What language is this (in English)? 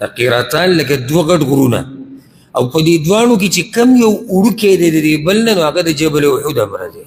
Pashto